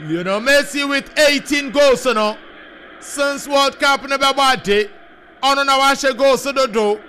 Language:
Akan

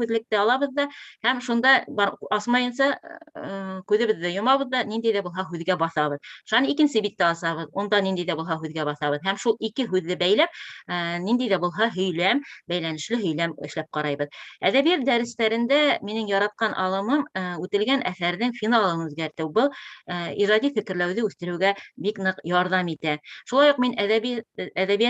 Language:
Bashkir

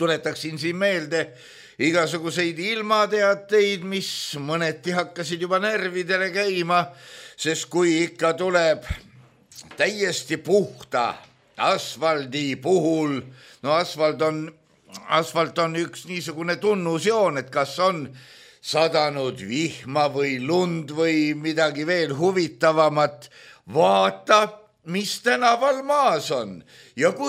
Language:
Estonian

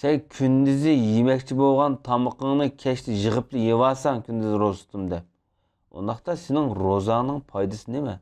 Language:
Uyghur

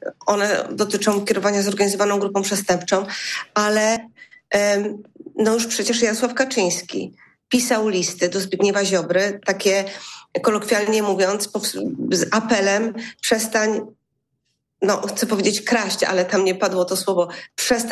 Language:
Polish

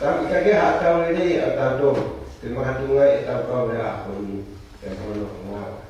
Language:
Tongan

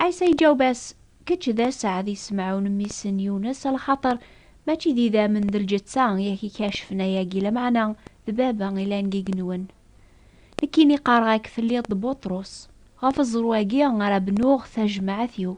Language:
Kabyle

